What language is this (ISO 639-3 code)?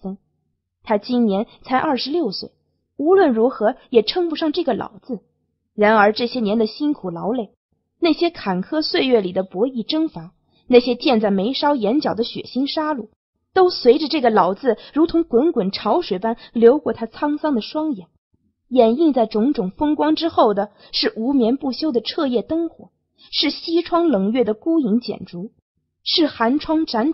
zho